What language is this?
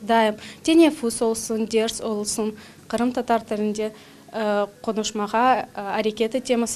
Crimean Tatar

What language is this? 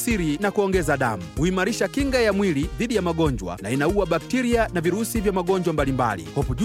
Swahili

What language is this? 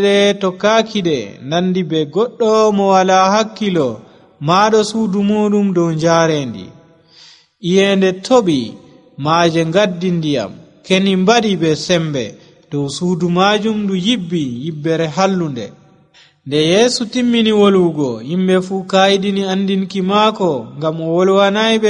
Nigerian Fulfulde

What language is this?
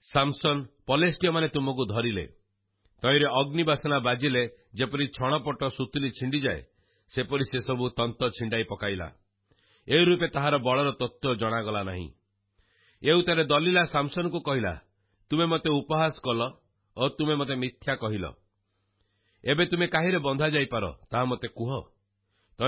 Odia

